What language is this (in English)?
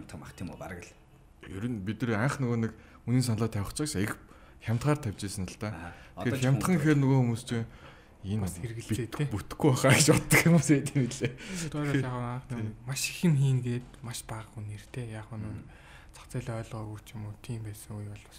Mongolian